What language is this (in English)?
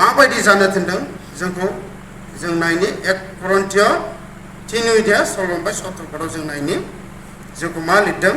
Bodo